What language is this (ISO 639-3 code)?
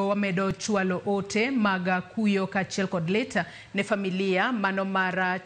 luo